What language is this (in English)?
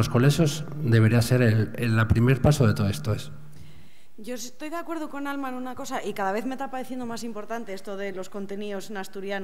Asturian